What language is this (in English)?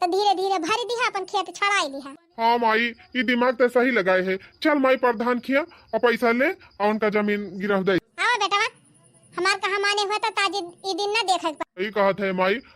Awadhi